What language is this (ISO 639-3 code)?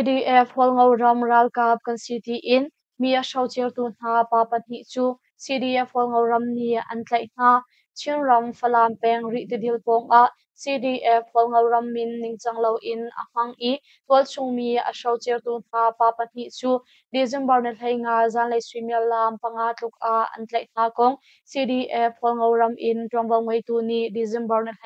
cnh